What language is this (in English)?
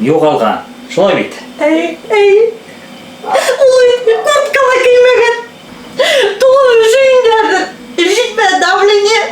Bashkir